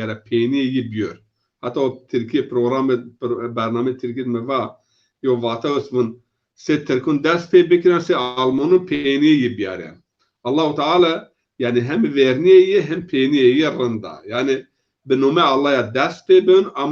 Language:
Zaza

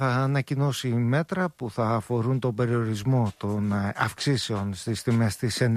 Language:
Greek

